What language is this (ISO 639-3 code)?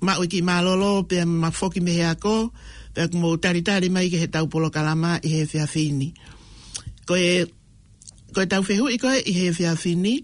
ton